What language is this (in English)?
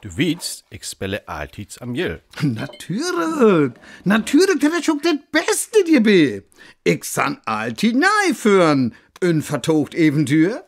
Northern Frisian